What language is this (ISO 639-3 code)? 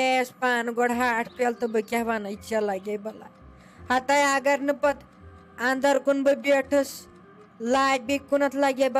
kas